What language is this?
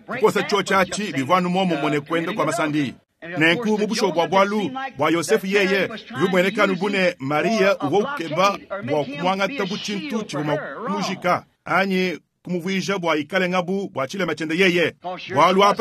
Luba-Lulua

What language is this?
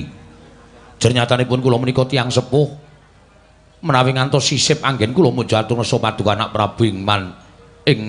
Javanese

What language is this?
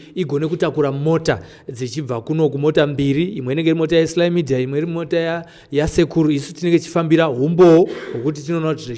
Shona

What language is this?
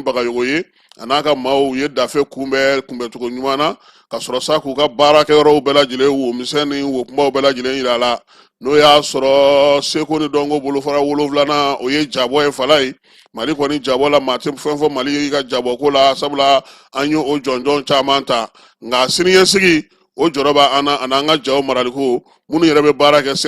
Bambara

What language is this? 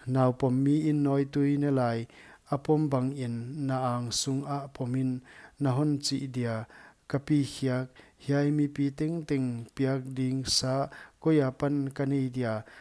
Paite Chin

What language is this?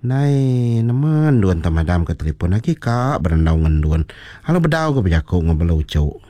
Iban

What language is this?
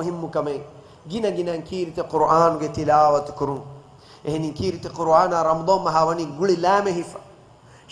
Divehi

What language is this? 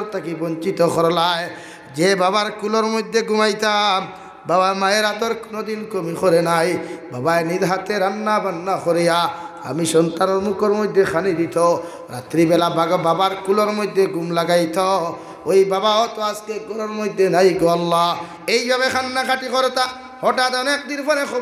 Sylheti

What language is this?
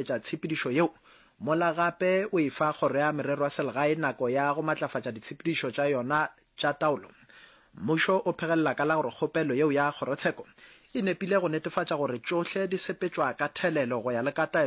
Northern Sotho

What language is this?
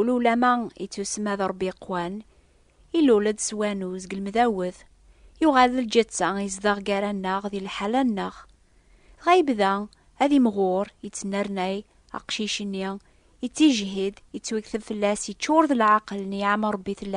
Kabyle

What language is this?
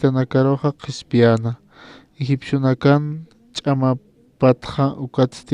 Aymara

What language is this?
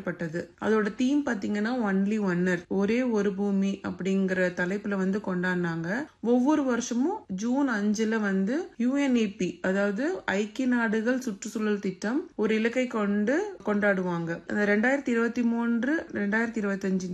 Tamil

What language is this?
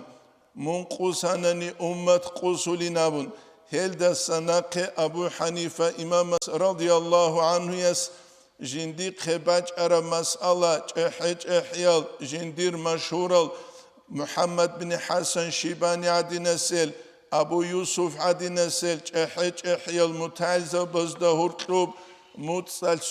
Avaric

